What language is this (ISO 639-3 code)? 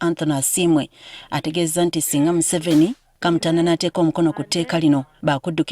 lug